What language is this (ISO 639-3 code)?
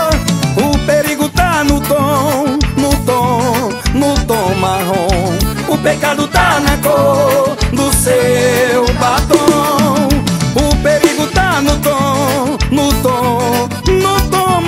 por